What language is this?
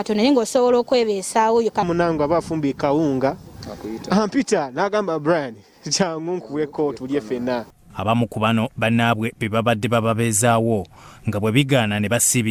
Ganda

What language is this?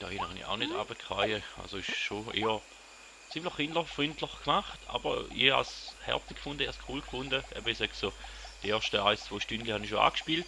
Swiss German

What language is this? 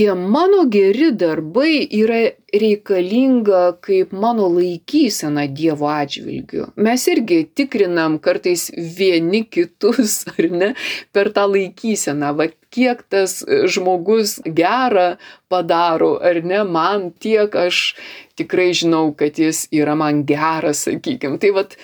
Lithuanian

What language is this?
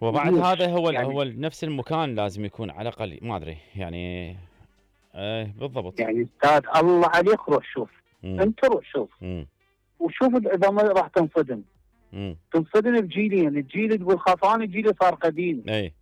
Mesopotamian Arabic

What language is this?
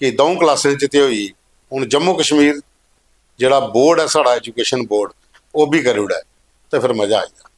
Dogri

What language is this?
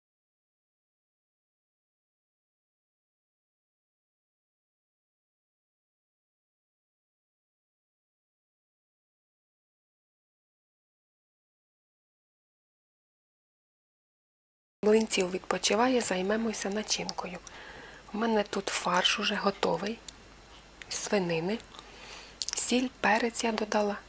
Ukrainian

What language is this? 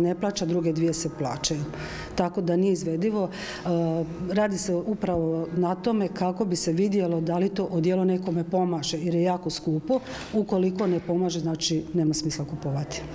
Croatian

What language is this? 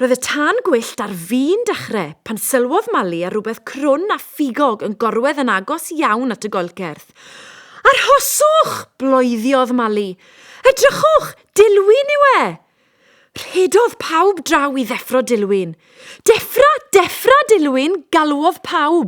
Welsh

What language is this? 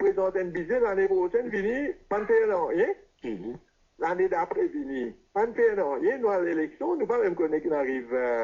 Morisyen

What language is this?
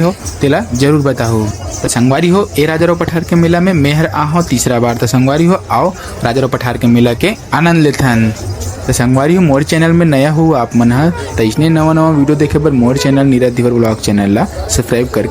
Chhattisgarhi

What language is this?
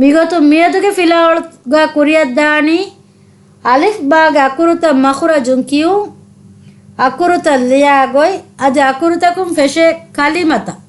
Divehi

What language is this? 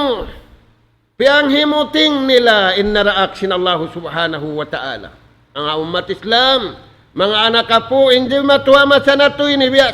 Tausug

